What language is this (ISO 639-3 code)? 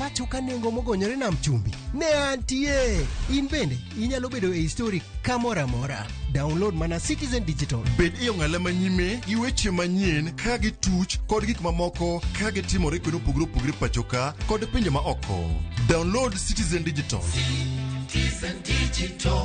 luo